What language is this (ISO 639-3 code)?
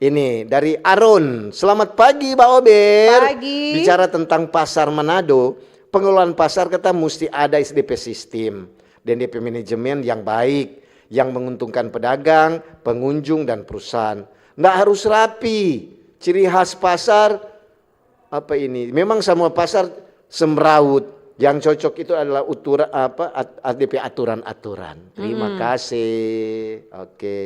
xmm